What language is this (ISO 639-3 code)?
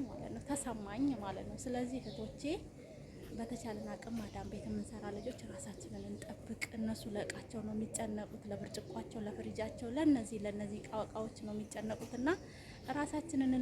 amh